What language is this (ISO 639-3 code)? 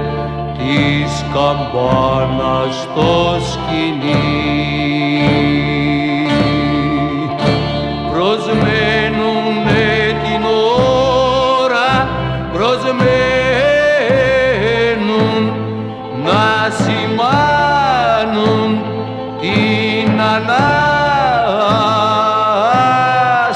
ell